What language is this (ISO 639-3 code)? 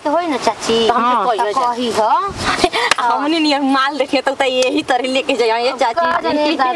bho